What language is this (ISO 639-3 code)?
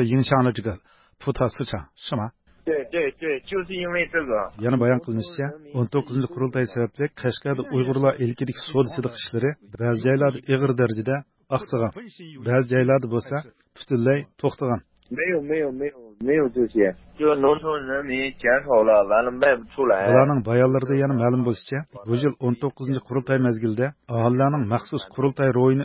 uig